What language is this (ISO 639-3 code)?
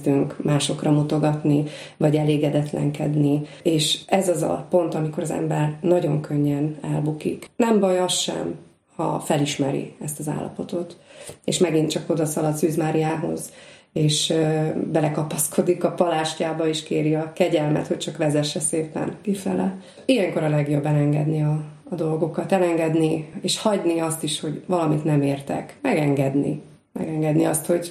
hun